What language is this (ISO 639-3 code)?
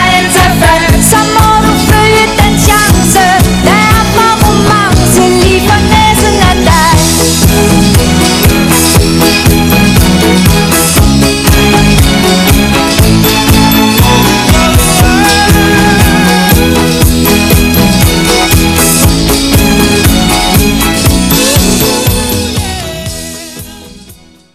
dan